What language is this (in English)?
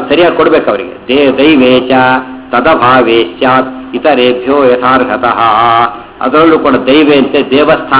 Kannada